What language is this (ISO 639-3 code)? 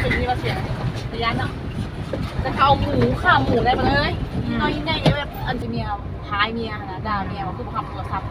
lao